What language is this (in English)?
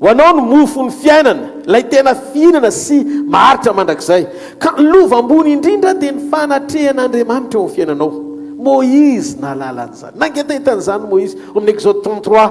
Malagasy